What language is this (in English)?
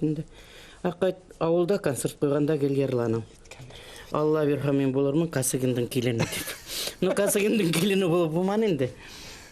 Bashkir